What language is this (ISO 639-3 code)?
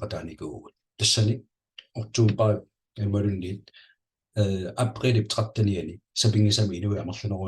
kal